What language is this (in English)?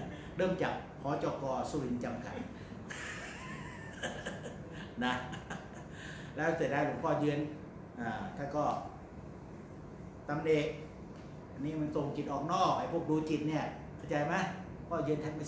Thai